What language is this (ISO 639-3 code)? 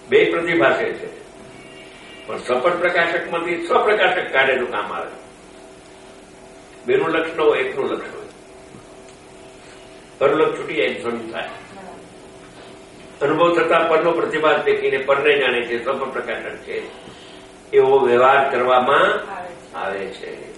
guj